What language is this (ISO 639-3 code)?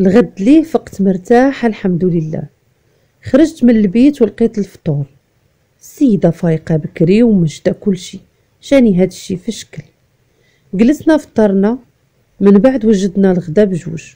ary